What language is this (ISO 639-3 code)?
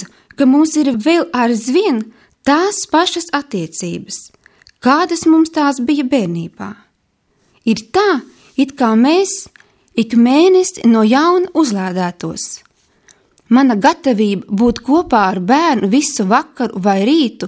lav